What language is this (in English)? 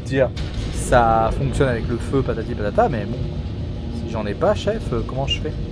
French